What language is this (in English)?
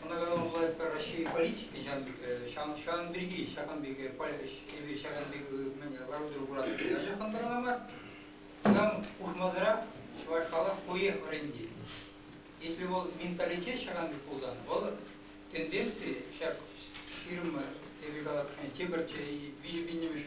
Chuvash